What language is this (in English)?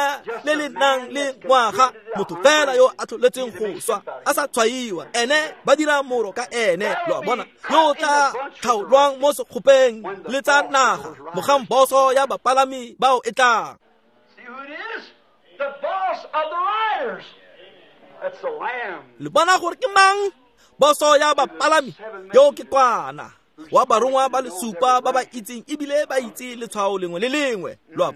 Tswana